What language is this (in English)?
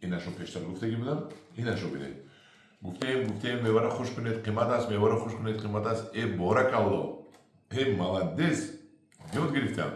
Tajik